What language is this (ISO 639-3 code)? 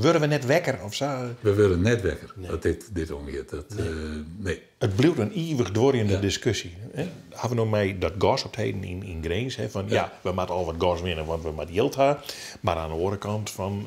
fry